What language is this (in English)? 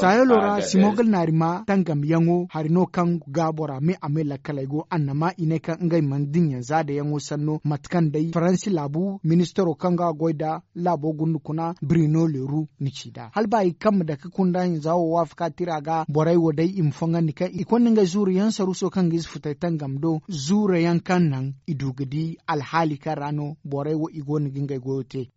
Zarma